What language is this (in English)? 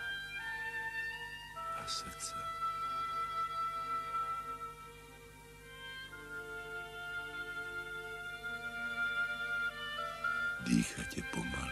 Slovak